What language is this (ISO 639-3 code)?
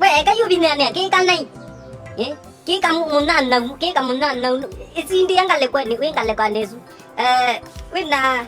kam